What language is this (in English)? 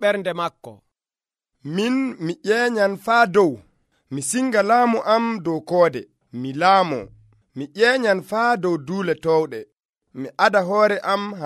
Nigerian Fulfulde